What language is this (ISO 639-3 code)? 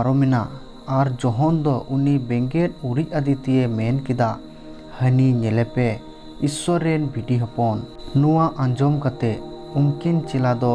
sat